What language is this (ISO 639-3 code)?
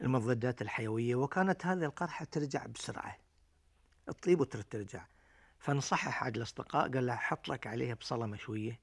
afb